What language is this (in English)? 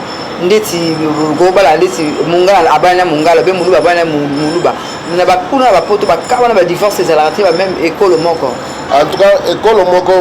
Lingala